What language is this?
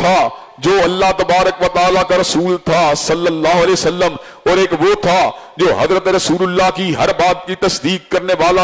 Urdu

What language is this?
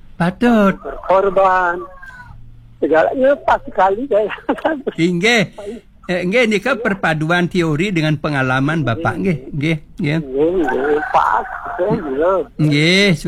Balinese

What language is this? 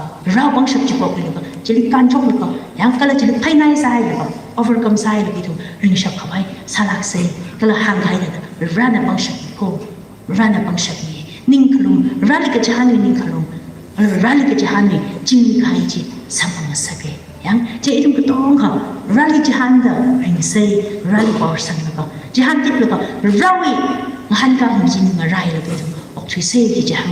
Tangkhul Naga (India)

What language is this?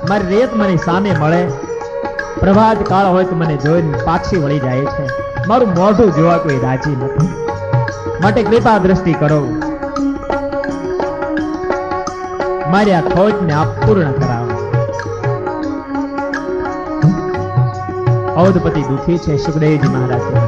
Gujarati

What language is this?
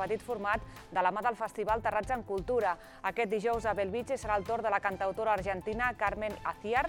Catalan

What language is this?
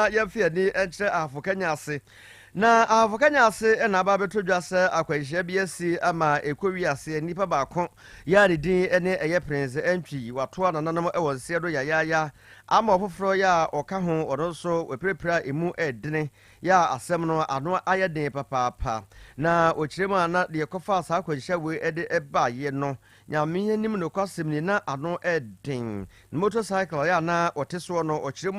Akan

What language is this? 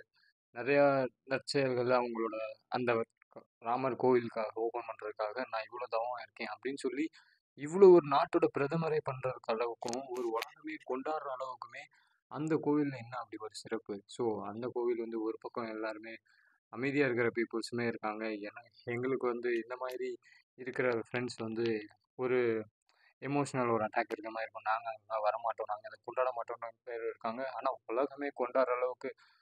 Tamil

